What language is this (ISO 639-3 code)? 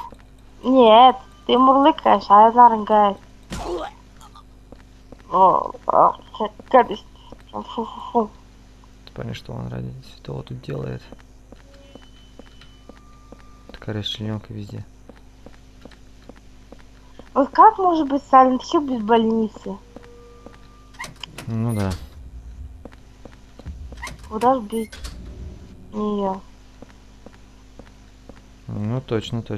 rus